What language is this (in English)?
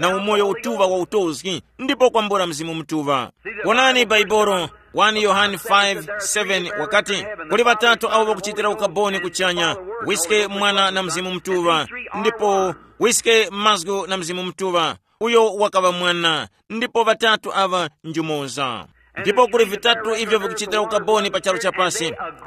Tumbuka